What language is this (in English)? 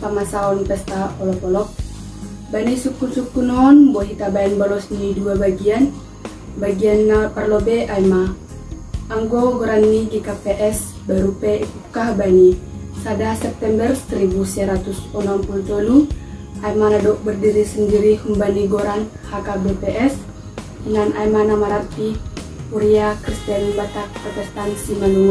Batak Simalungun